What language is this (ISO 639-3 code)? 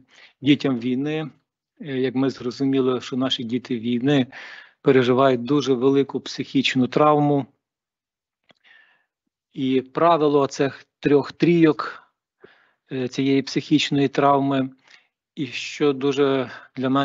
ukr